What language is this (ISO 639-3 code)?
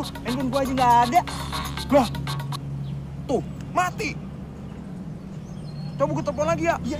ind